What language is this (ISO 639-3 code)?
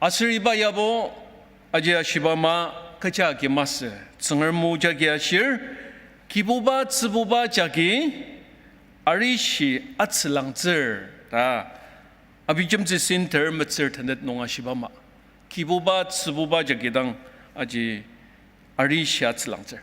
njo